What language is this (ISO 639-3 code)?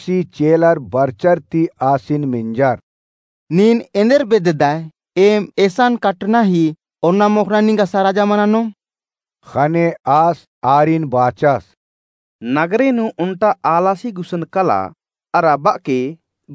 kru